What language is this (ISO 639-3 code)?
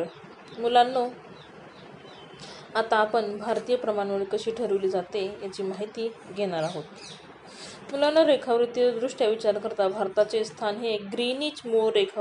mar